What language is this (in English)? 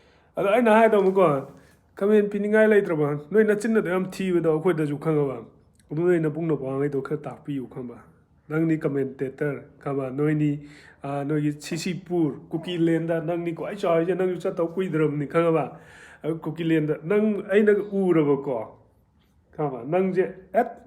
Manipuri